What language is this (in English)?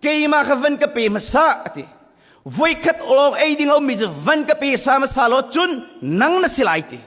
Hakha Chin